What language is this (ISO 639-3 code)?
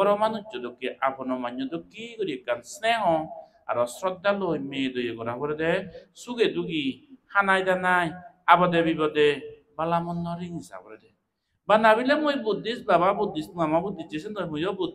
ccp